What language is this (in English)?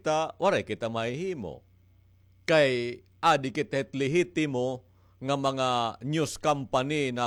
Waray